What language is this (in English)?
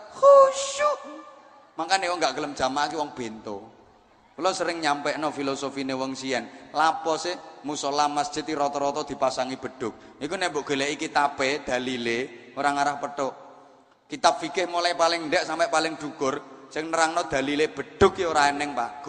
Javanese